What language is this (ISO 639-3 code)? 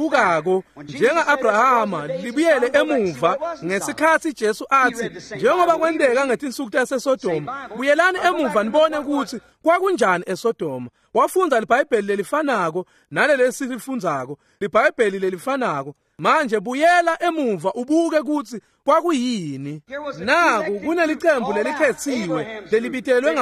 ssw